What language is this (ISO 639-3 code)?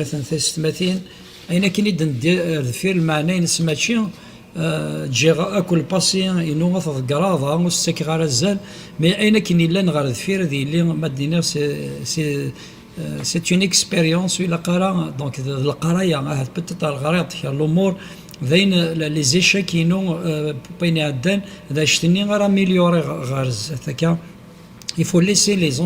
kab